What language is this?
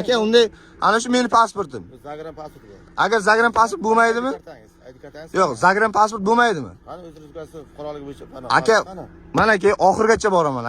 Uzbek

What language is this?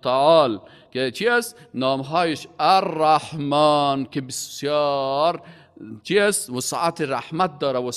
Persian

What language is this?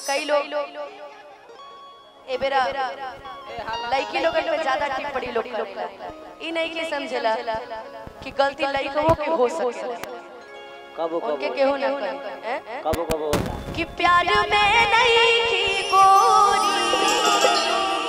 Bhojpuri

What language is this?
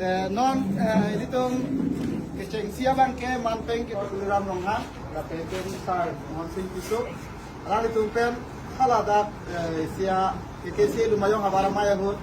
Karbi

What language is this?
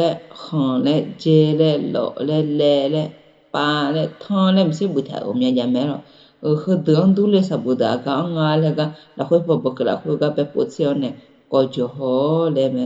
Akha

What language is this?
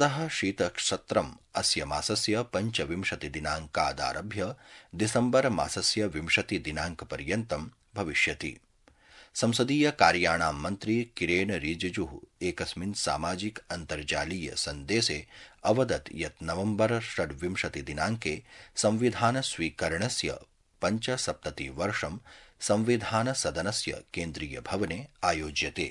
Sanskrit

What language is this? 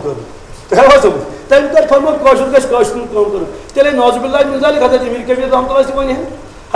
Kashmiri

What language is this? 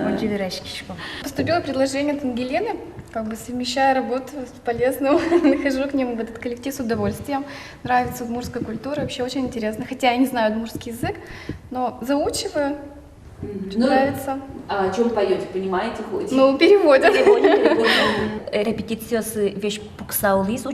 Udmurt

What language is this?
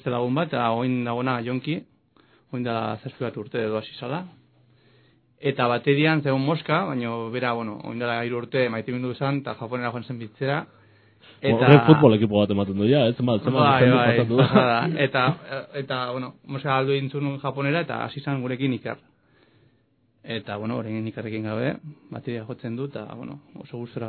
Basque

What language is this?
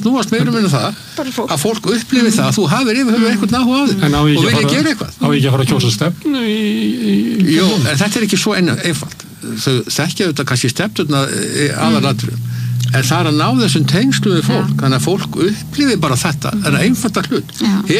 Icelandic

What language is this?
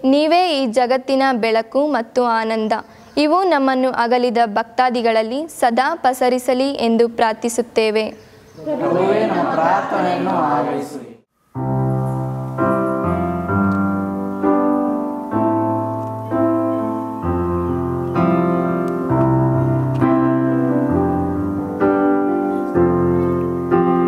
Kannada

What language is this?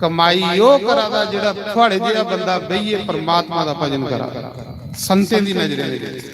Dogri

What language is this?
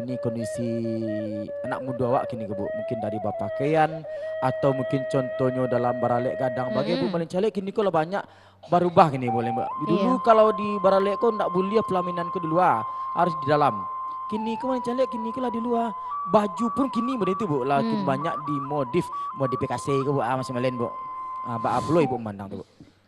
Minangkabau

